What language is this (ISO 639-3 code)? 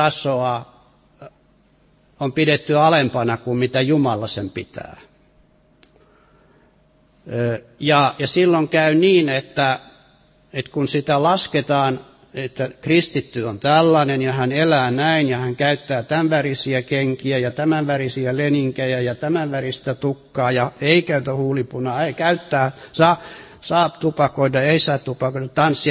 fin